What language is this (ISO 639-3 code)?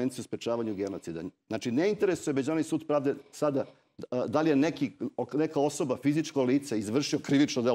srp